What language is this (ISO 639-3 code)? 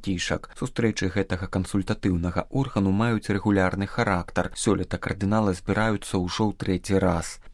bel